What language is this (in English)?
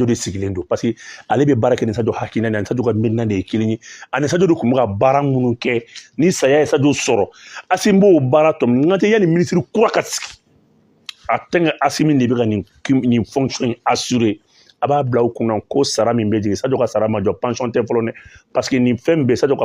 Bambara